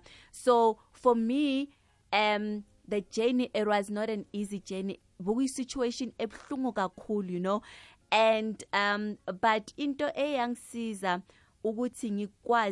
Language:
South Ndebele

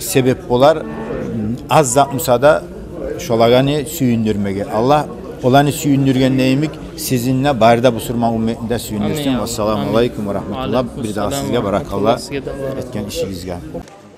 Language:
Kumyk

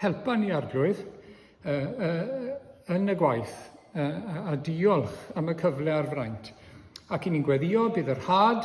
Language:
Welsh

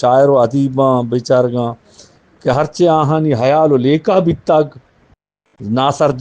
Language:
Eastern Balochi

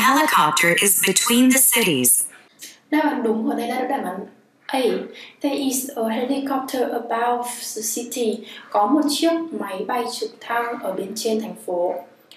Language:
Vietnamese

